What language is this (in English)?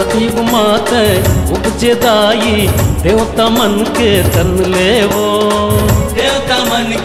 Chhattisgarhi